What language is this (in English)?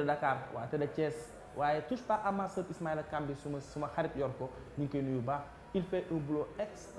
Wolof